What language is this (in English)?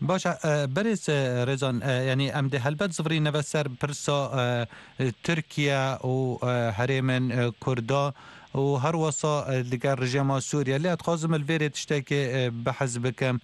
Kurdish